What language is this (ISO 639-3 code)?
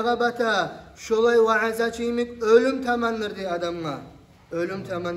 kum